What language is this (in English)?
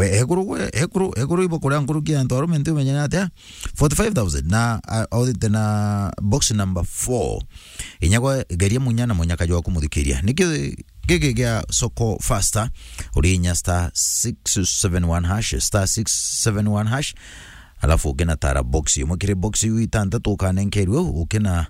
Meru